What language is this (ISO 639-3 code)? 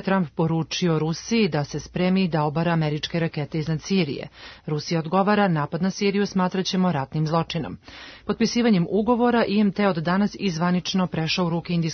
srp